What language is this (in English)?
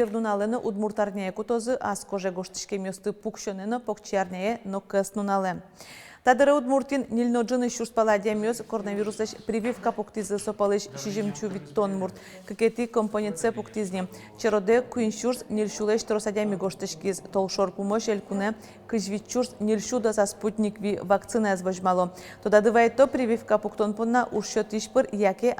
Udmurt